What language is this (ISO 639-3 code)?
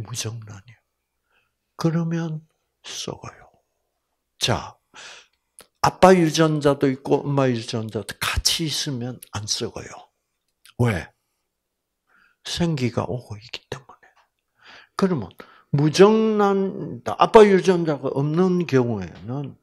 kor